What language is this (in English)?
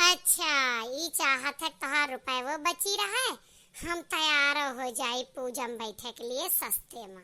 Awadhi